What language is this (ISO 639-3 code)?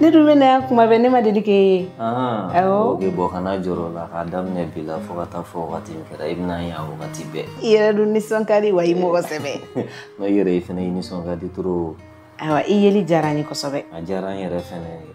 bam